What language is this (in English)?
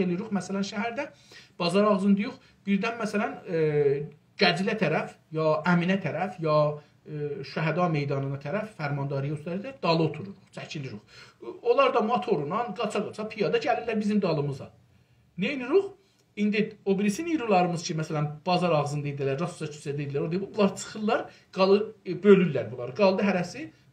South Azerbaijani